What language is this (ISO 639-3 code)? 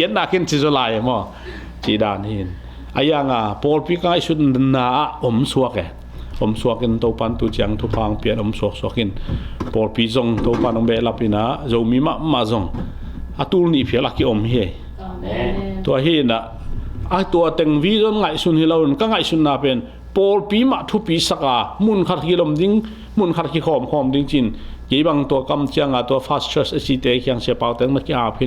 ctd